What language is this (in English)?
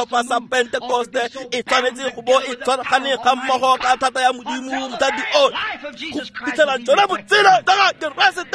Tswana